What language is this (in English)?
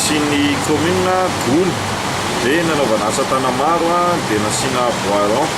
Malagasy